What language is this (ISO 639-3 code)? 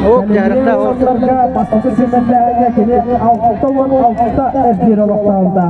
sah